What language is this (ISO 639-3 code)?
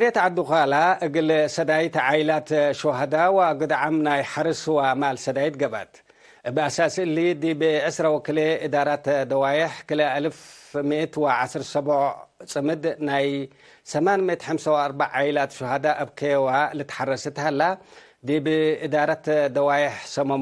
tig